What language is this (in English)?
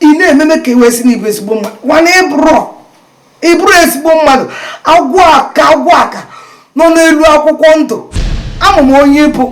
Igbo